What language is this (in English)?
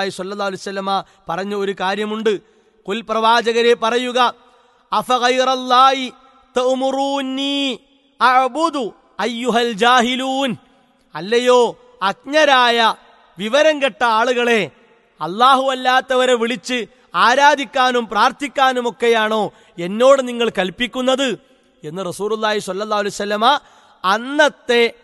Malayalam